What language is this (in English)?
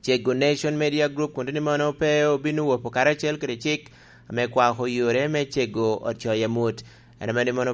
Lango (Uganda)